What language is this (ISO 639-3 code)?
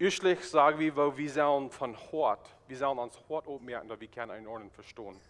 pdt